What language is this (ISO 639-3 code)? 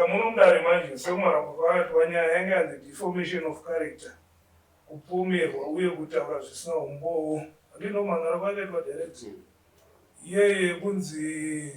sna